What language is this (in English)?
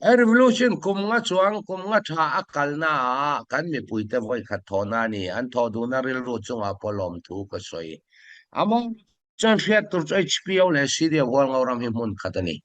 Falam Chin